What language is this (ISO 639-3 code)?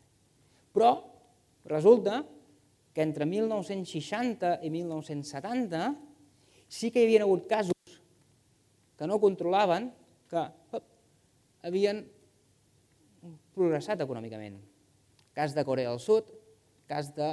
cat